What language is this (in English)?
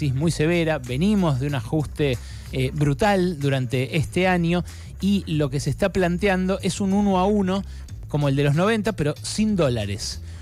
Spanish